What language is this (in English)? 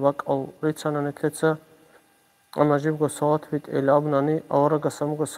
Avaric